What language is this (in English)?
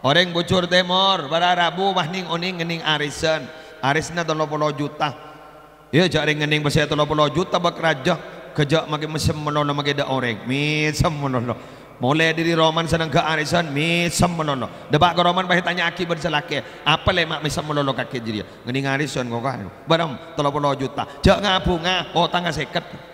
Madurese